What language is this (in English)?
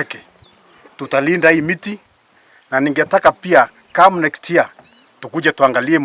Meru